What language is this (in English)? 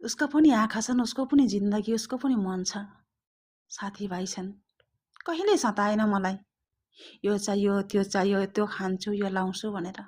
Nepali